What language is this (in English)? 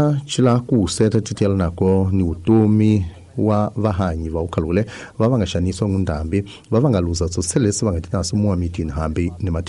Tsonga